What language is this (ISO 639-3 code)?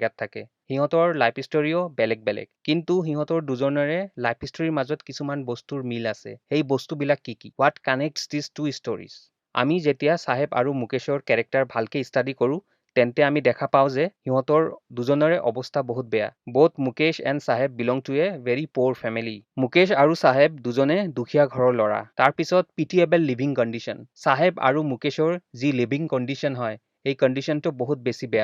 asm